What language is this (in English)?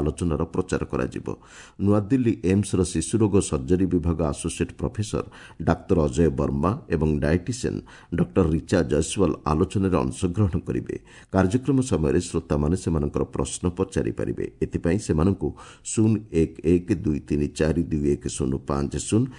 Odia